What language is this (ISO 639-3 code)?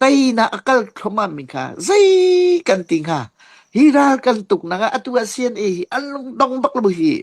cnh